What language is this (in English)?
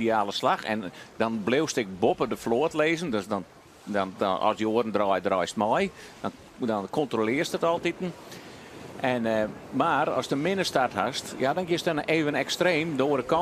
Western Frisian